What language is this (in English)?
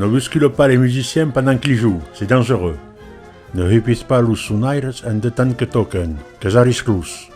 Occitan